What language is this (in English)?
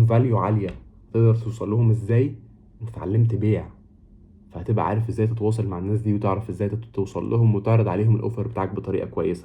Egyptian Arabic